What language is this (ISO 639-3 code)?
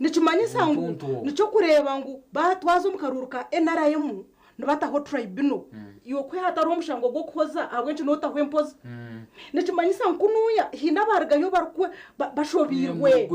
nyn